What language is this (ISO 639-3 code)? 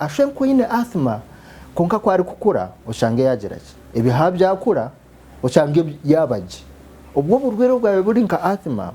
nyn